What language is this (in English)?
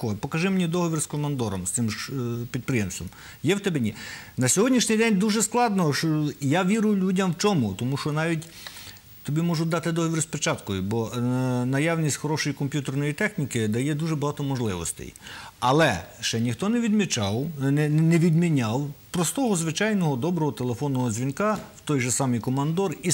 Ukrainian